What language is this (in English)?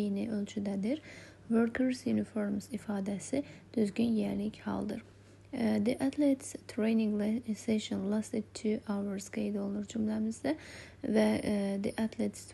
Azerbaijani